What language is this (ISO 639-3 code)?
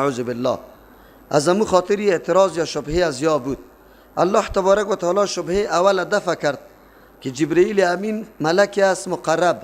fas